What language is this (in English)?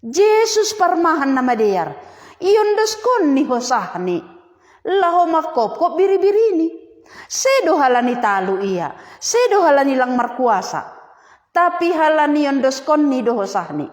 Batak Simalungun